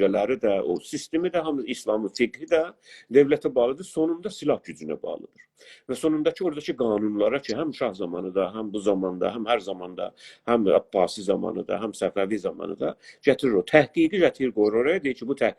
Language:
South Azerbaijani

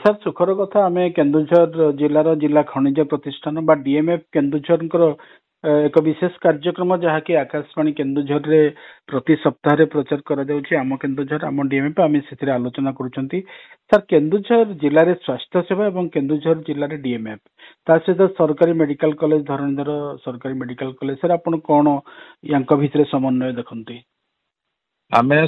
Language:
Odia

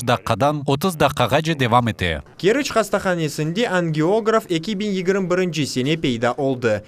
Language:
Crimean Tatar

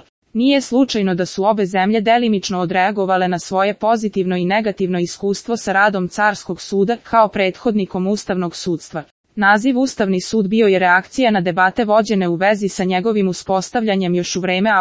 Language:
Serbian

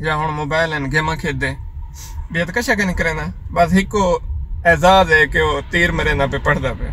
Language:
Saraiki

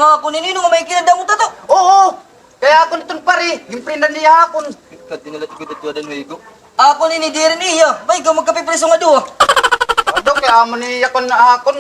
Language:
Waray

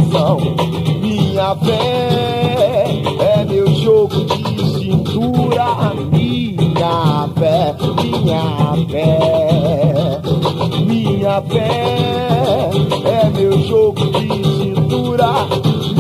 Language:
Portuguese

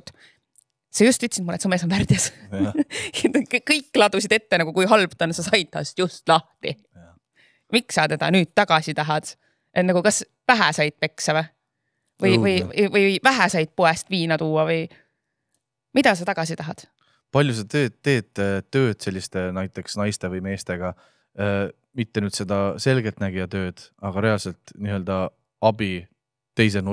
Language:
Estonian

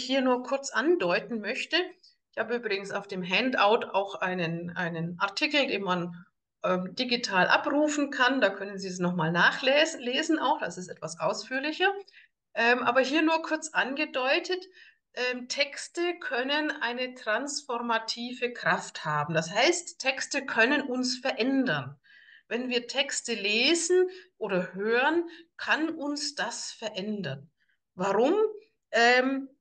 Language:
German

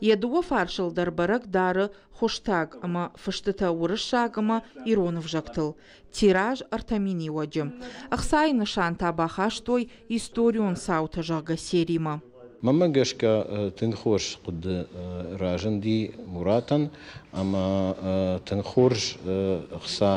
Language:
Ossetic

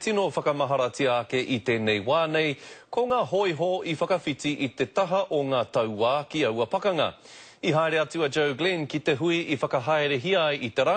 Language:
Māori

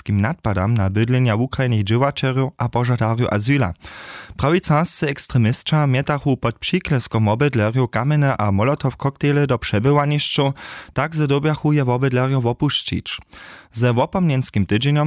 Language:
Upper Sorbian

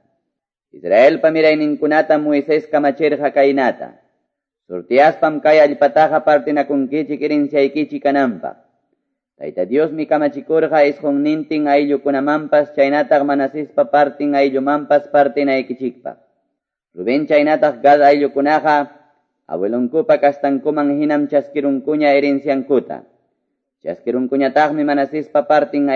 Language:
Quechua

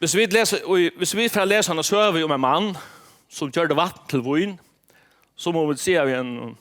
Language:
Faroese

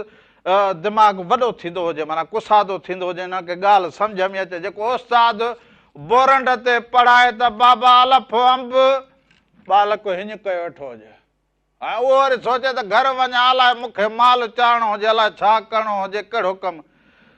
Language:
Sindhi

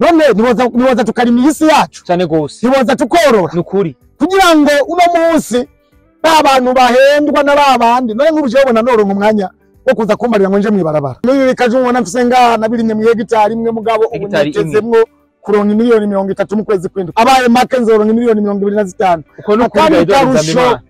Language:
Rundi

